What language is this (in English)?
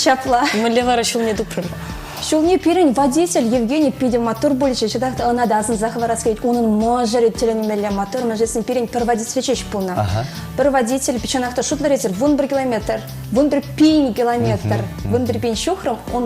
Chuvash